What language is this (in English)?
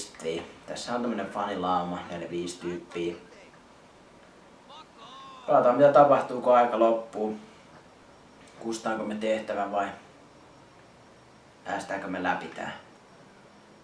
Finnish